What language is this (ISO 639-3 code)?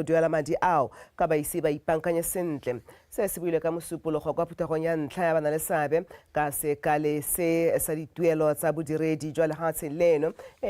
tsn